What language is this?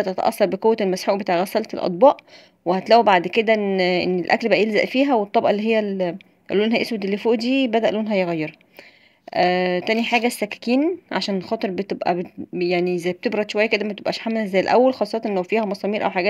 Egyptian Arabic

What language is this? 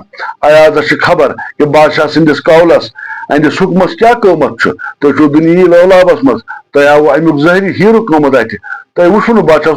Kashmiri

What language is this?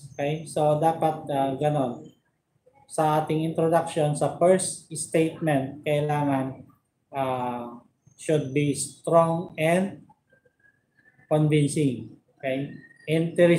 Filipino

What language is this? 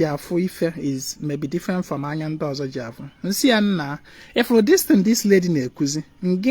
Igbo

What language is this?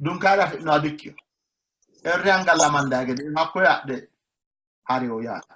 Sidamo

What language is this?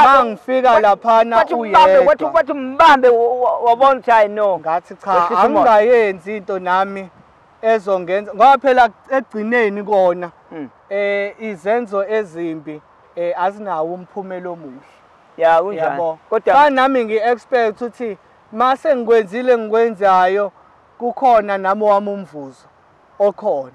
Zulu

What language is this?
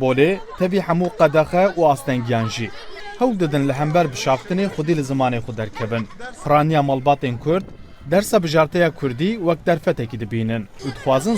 Kurdish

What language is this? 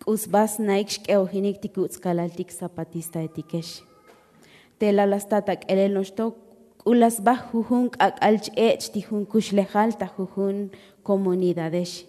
Tzotzil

